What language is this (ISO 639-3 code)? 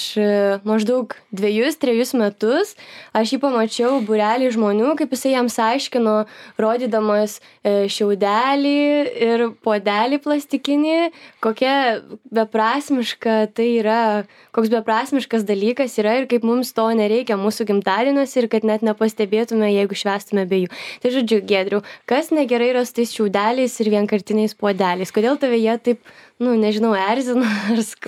lit